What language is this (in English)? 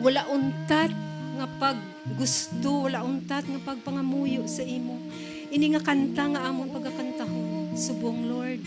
Hiligaynon